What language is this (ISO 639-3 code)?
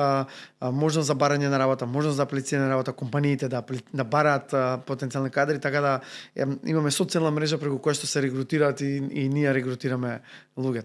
mkd